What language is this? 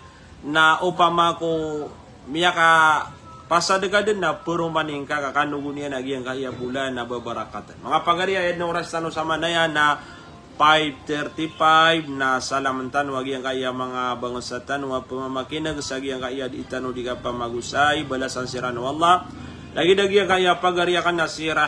Maranao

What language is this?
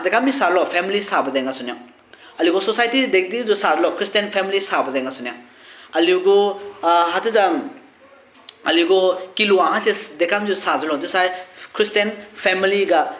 Liangmai Naga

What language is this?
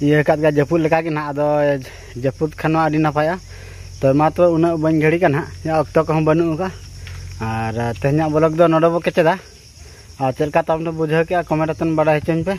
Santali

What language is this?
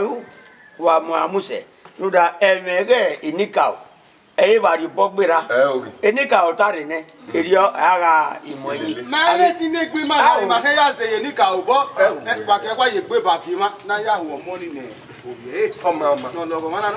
Bini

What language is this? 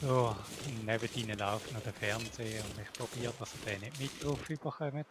Swiss German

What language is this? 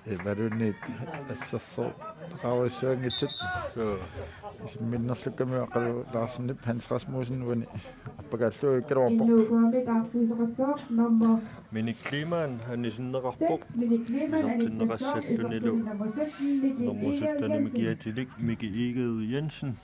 Kalaallisut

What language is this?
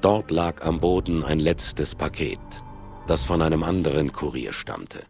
Bavarian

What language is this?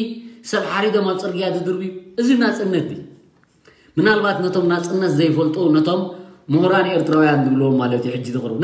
Tigrinya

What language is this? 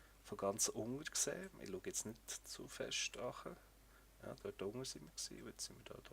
Swiss German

